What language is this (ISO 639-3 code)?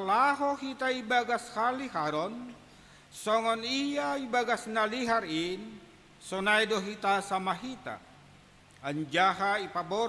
bts